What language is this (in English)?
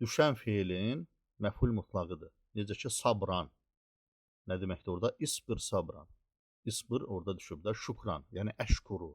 Azerbaijani